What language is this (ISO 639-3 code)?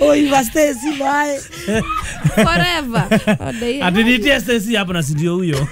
kik